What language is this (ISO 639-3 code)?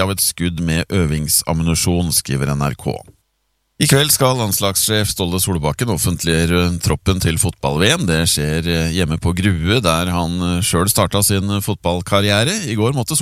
nor